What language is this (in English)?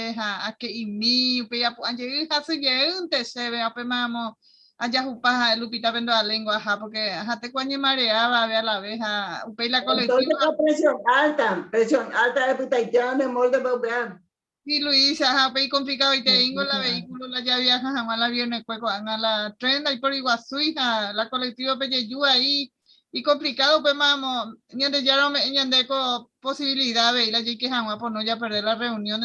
Guarani